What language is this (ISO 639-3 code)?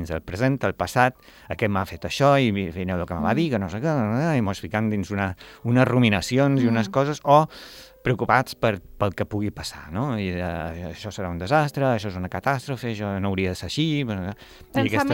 cat